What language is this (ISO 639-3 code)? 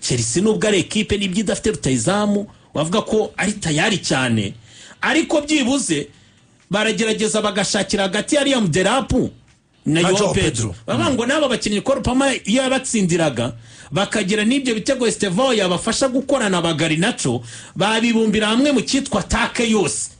kin